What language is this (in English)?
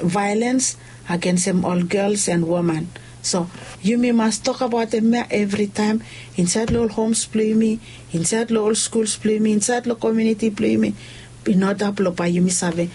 Bislama